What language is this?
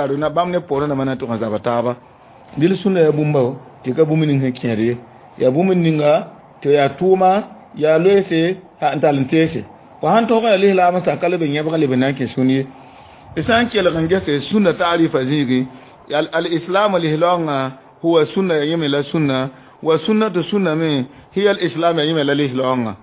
Mossi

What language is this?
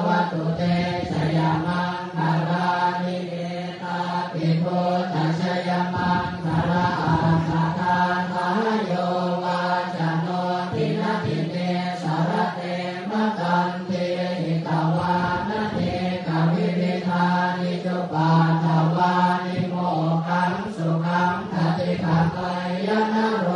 Pali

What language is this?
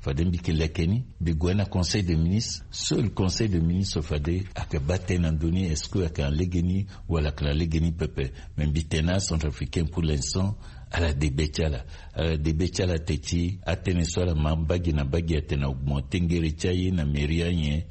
Sango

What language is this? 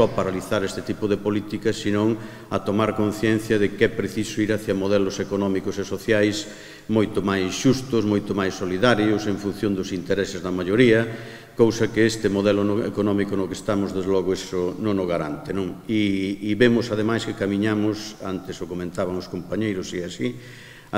Galician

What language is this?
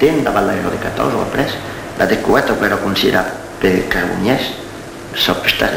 Occitan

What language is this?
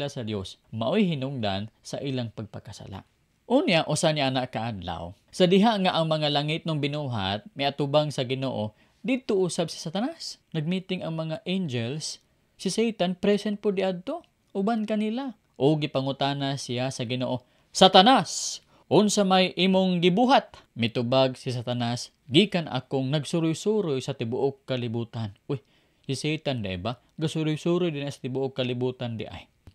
Cebuano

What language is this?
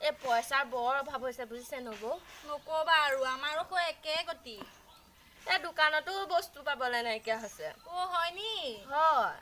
Assamese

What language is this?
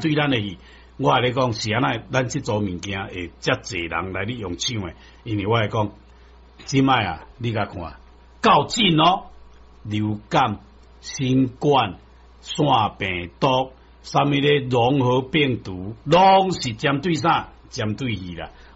Min Nan Chinese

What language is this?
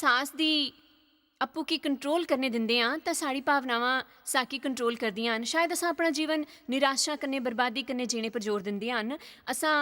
Dogri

